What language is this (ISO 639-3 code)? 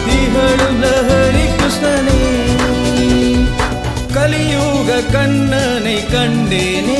tam